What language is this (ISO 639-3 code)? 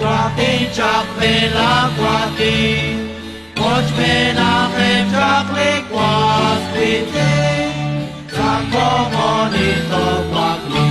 kek